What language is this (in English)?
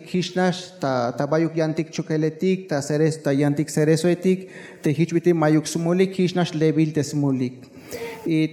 Tzeltal